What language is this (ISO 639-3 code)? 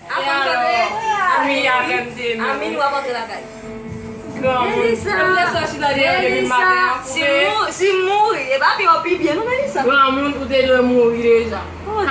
hat